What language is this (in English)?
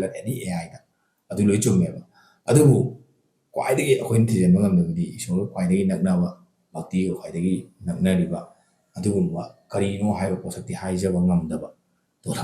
Manipuri